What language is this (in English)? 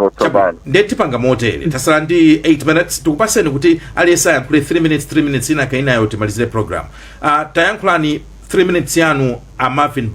Nyanja